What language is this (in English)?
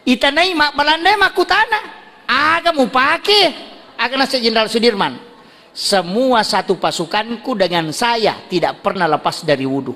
Buginese